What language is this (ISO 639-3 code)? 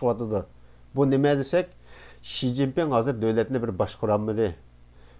uig